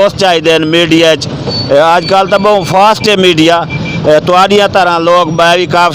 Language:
Saraiki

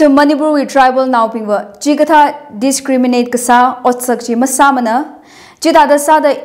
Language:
Tangkhul Naga (India)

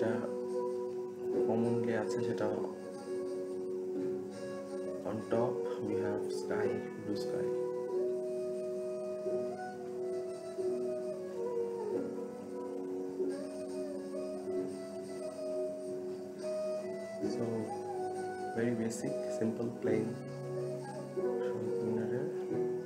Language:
Bangla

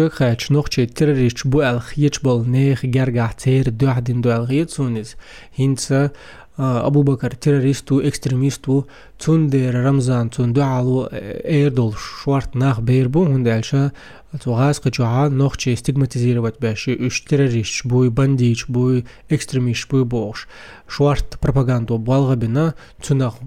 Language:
Chechen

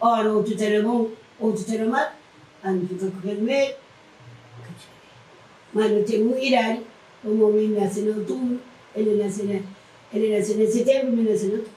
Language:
Kabuverdianu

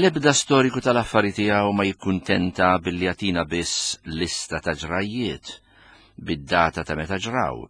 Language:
Maltese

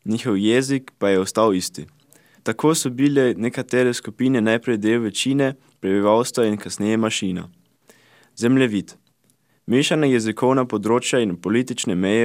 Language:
Slovenian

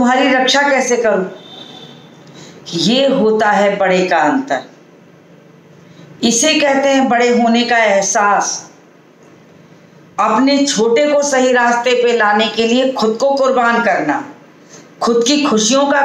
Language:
Hindi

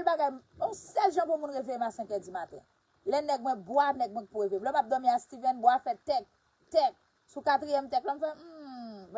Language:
Haitian Creole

